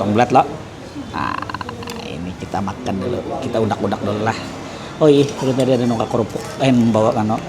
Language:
Banjar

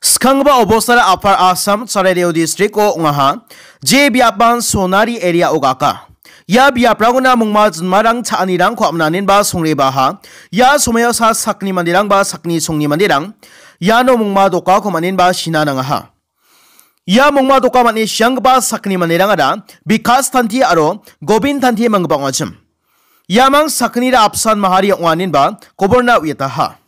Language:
Garo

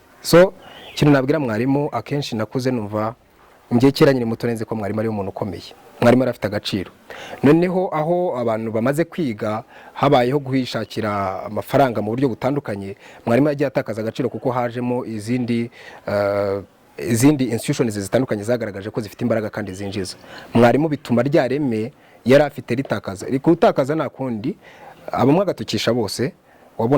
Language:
Kinyarwanda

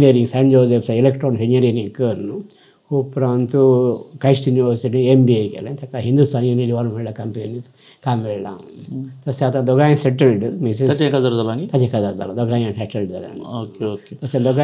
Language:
Konkani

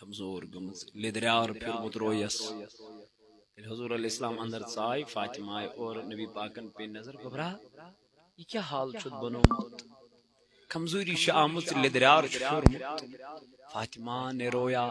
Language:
Kashmiri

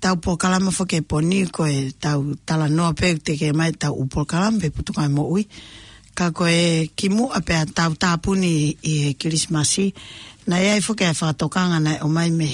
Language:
Tongan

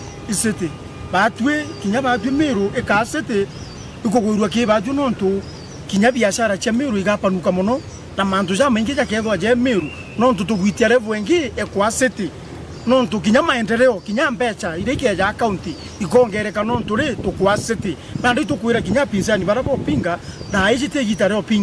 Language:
Meru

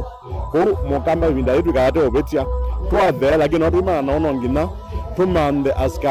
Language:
Kamba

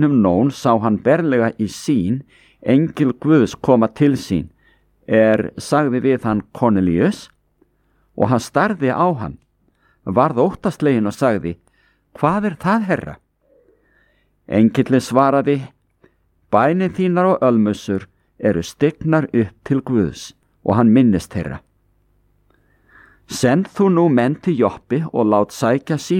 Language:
Icelandic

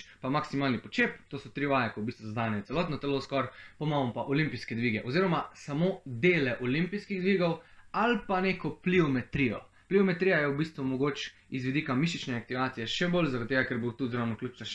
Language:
Slovenian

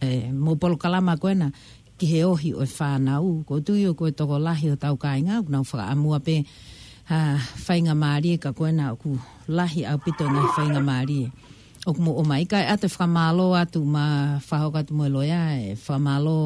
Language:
Tongan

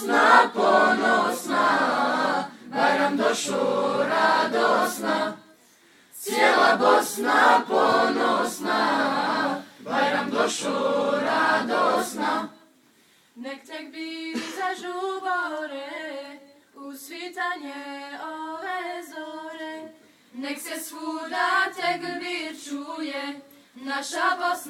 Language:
Bosnian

